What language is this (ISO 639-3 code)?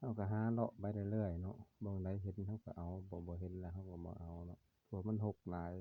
lao